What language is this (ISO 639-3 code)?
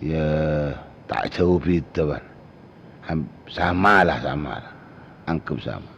mad